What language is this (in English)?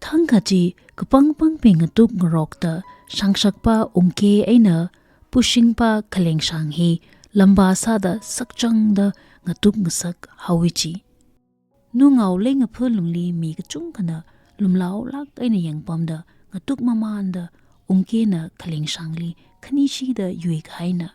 Tangkhul Naga (India)